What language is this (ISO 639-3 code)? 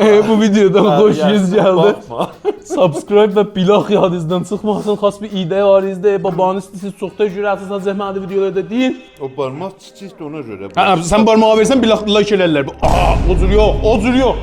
azb